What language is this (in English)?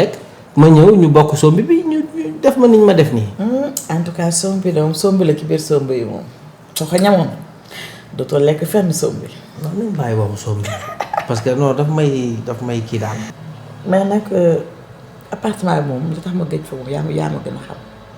Wolof